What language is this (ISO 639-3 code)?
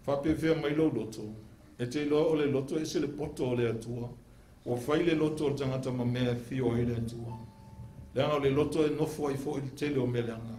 smo